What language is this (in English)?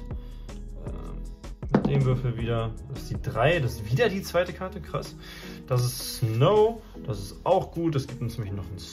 German